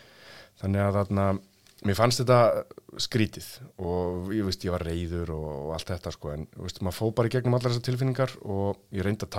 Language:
Icelandic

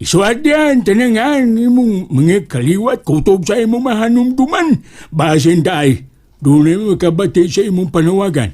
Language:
Cebuano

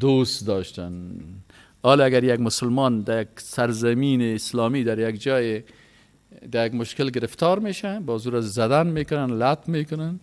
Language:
Persian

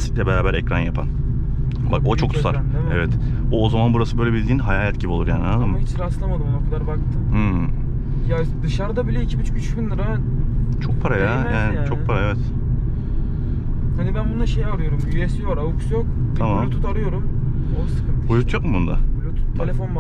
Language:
Turkish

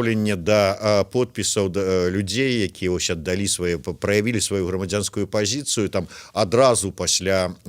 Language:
Belarusian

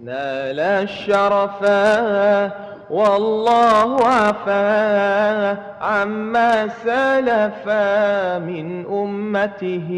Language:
Madurese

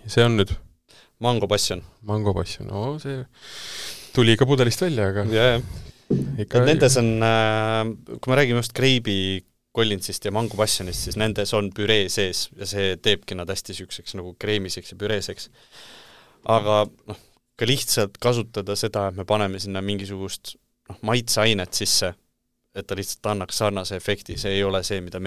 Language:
Estonian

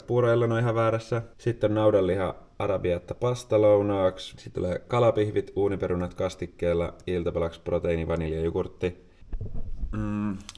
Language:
Finnish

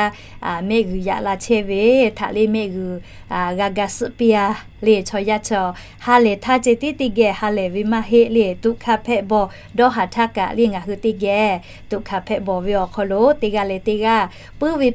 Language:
Lahu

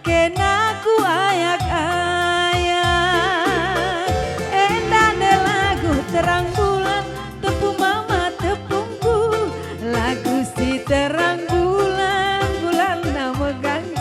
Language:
Batak Karo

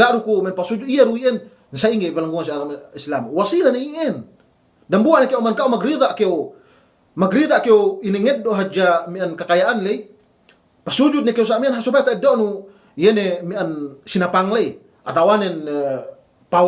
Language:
Yakan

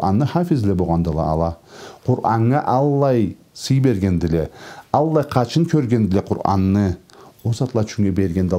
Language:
Karachay-Balkar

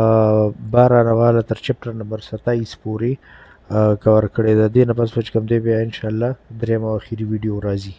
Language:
Pashto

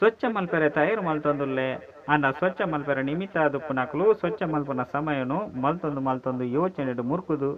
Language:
Tulu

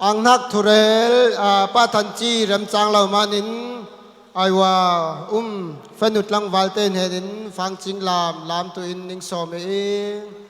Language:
Falam Chin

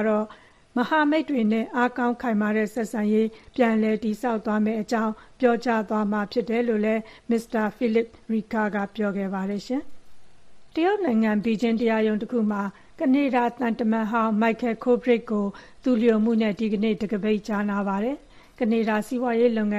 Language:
Burmese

